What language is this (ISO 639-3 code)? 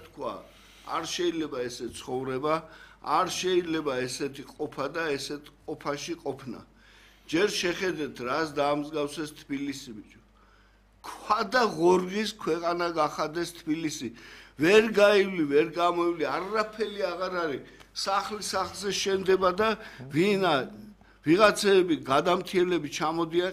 kat